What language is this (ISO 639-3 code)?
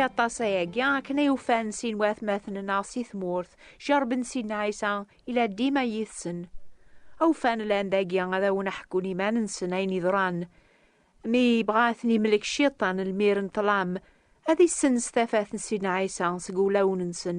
kab